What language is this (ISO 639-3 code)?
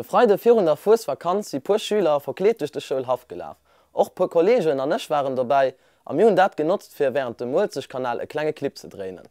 ltz